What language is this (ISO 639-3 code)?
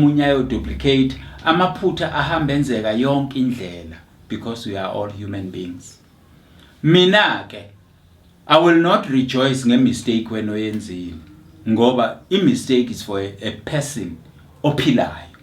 zul